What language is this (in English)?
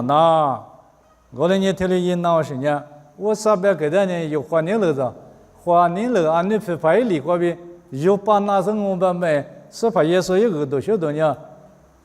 Lisu